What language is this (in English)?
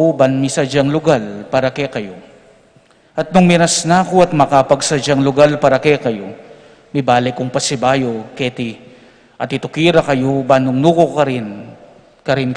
Pampanga